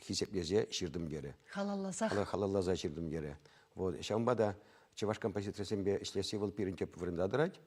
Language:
Chuvash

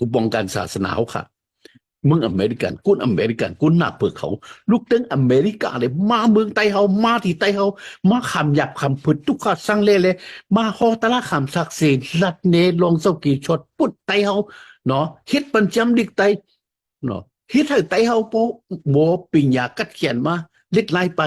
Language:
Shan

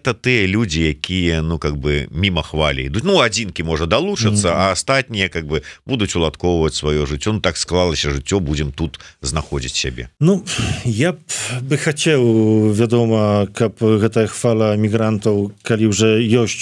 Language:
Belarusian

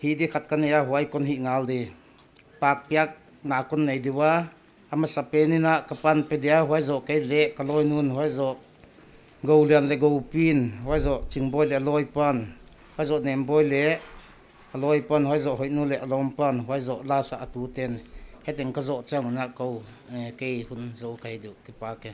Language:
Paite Chin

